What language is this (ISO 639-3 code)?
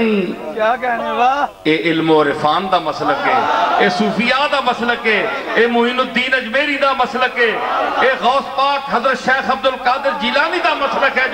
lah